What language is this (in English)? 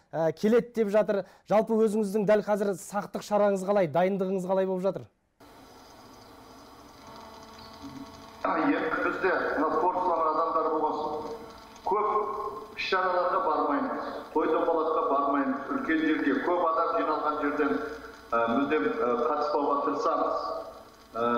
Kazakh